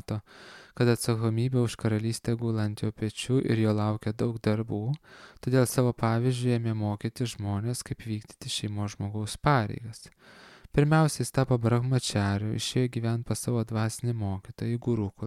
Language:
Lithuanian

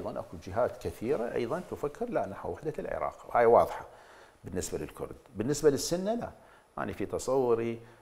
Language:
Mesopotamian Arabic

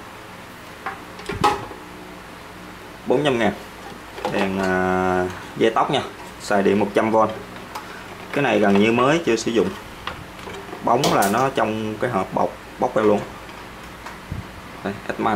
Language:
Vietnamese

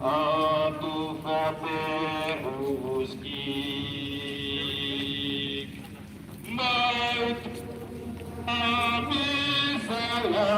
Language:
Tetum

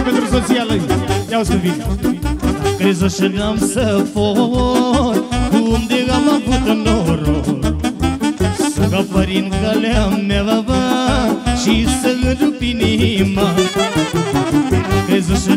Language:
Romanian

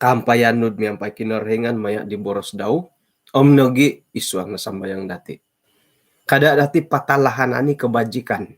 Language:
Central Dusun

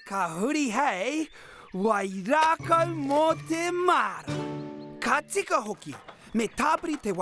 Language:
Māori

